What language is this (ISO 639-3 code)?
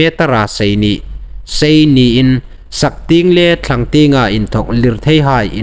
hmr